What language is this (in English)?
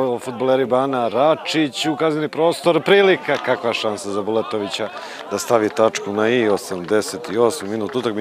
Serbian